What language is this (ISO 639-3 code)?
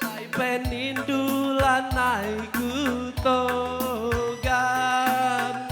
btx